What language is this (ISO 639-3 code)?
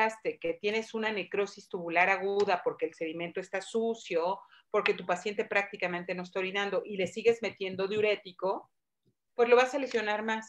spa